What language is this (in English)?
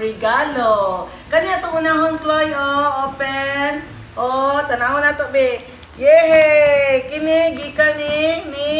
Cebuano